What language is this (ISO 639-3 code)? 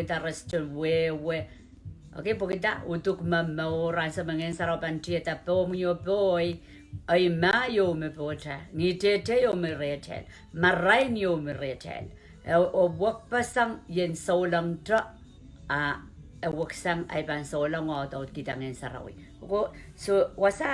pon